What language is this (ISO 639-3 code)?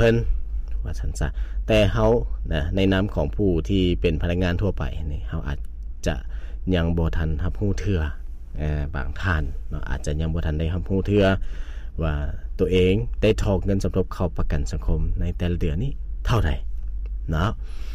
lao